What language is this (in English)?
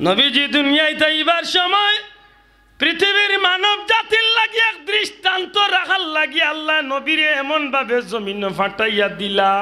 Sylheti